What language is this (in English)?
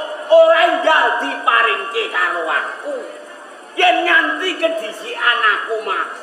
Javanese